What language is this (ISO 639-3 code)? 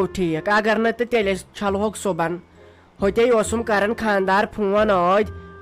kas